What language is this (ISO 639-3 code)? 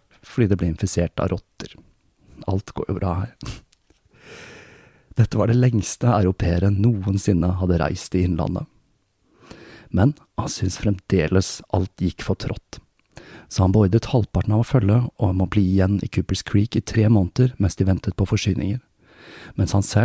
nor